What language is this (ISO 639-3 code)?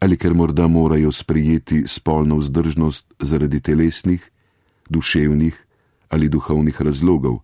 slv